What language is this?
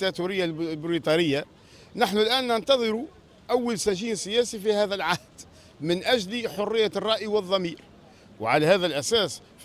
Tunisian Arabic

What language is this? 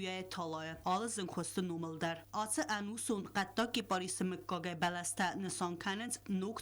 Ossetic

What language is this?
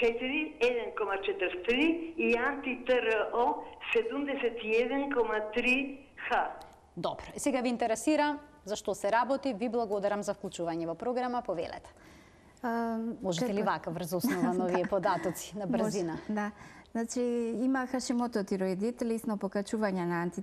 Macedonian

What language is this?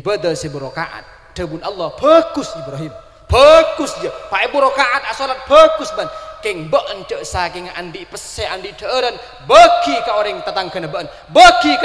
Madurese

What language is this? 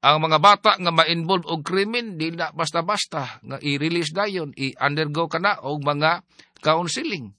Cebuano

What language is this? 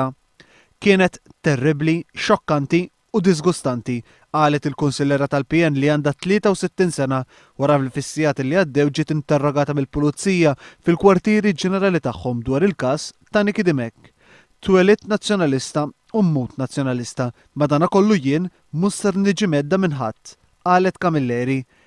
Maltese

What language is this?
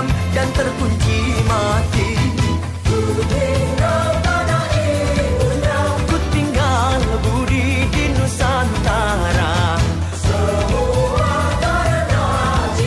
Malay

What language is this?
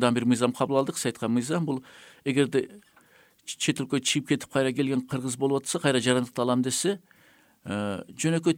Kyrgyz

